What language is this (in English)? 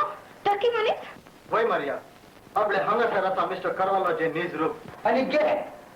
Konkani